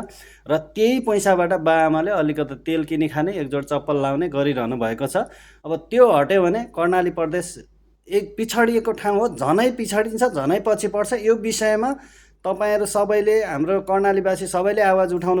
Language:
Nepali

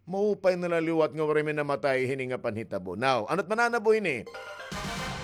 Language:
Waray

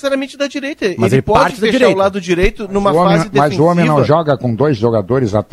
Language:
Portuguese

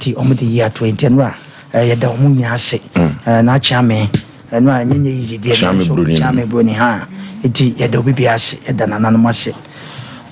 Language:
Akan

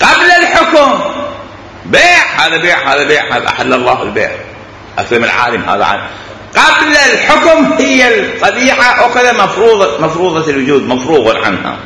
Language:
Mesopotamian Arabic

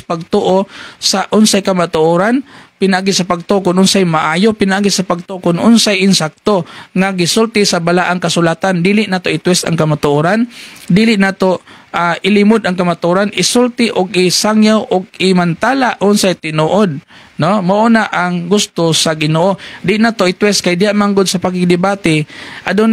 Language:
Cebuano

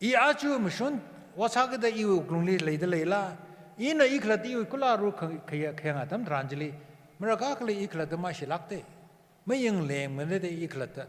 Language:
Tangkhul Naga (India)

